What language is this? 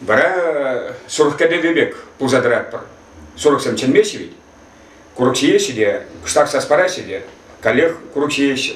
Chuvash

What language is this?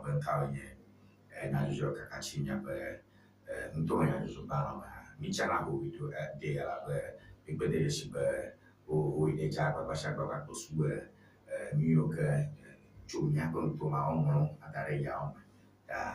Ewe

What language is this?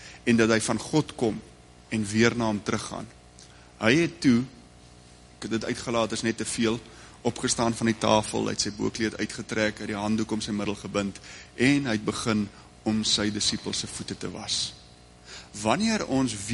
Afrikaans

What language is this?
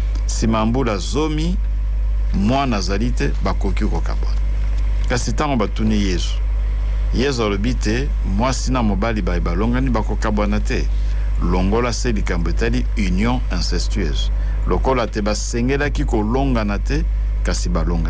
Lingala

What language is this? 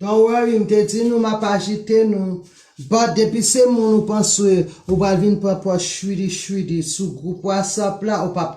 Haitian Creole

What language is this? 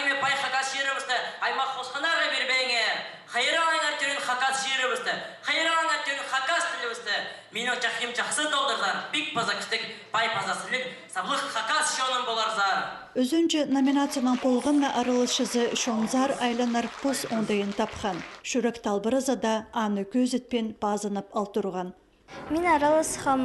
Khakas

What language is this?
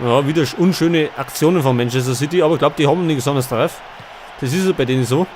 Bavarian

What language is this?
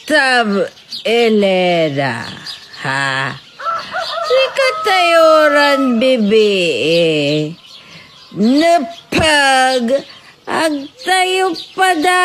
Pangasinan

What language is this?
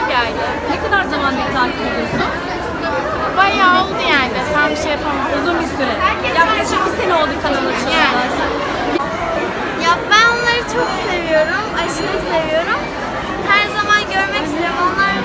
Turkish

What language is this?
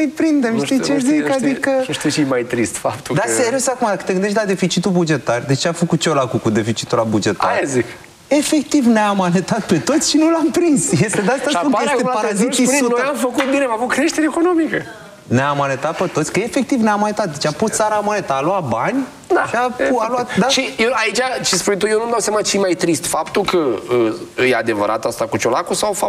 Romanian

